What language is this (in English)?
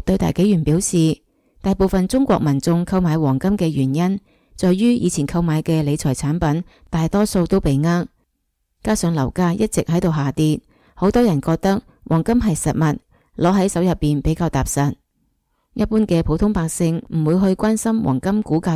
Cantonese